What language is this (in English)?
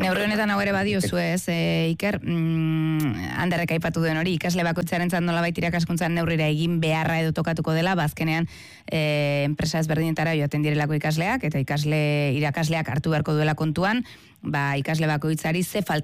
Basque